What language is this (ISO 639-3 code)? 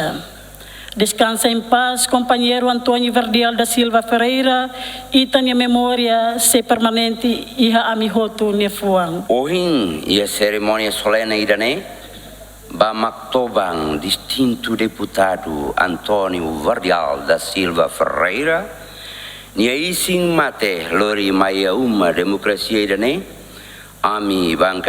tet